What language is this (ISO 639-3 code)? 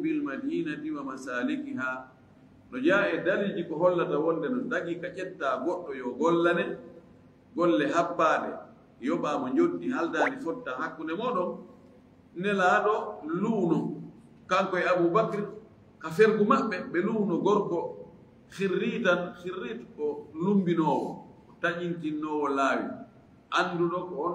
ful